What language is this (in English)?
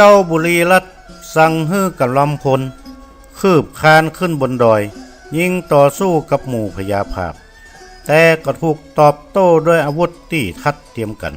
Northern Thai